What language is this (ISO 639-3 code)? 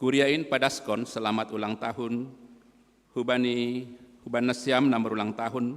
bts